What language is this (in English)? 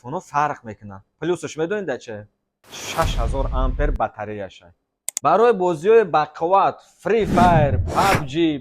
Tajik